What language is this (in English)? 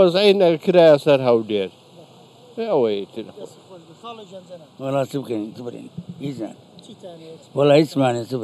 Central Kurdish